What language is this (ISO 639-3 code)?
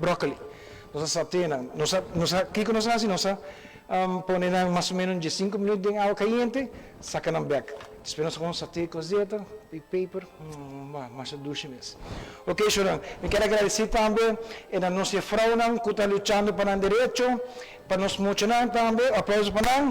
pap